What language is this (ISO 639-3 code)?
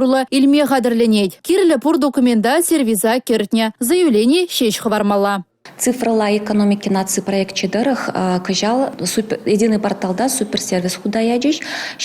chv